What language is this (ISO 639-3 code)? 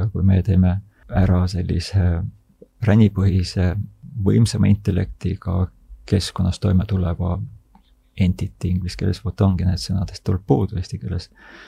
est